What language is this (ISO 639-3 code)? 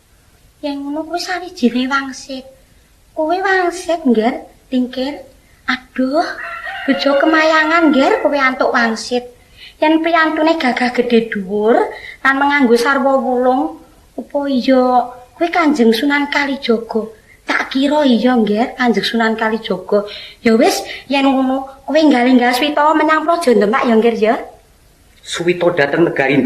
jav